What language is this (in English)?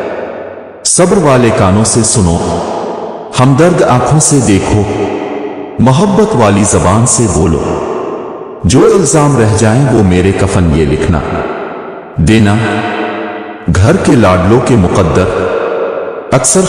Urdu